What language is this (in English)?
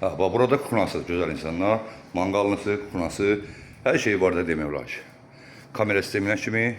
Azerbaijani